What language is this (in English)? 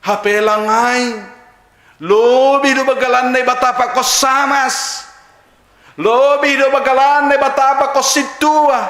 Batak Simalungun